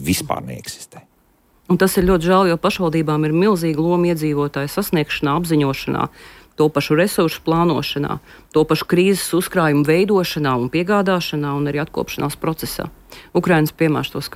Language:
Latvian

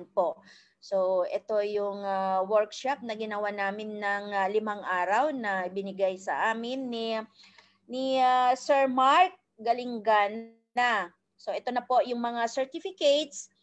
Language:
Filipino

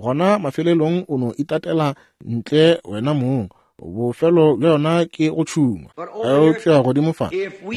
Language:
Northern Sotho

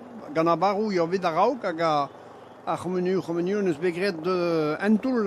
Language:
Breton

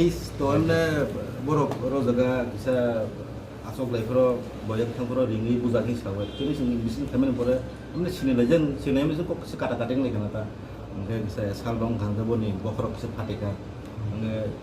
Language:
Kok Borok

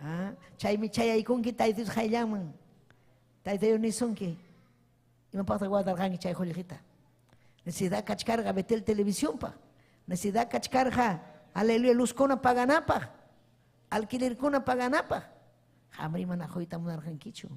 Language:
Ayacucho Quechua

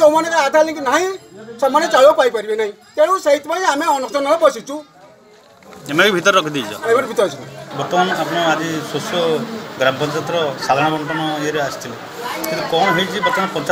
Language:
Odia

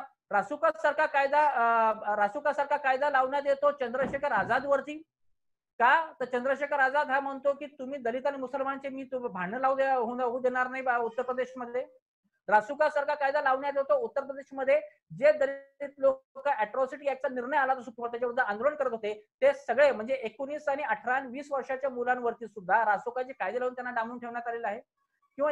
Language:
Marathi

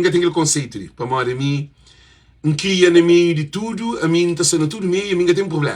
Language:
Kabuverdianu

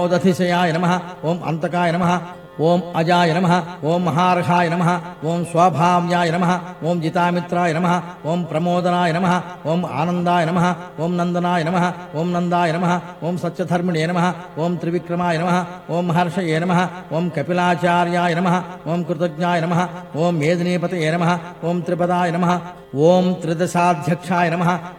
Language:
Telugu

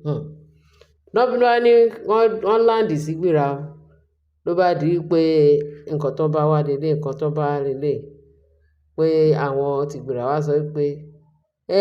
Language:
Yoruba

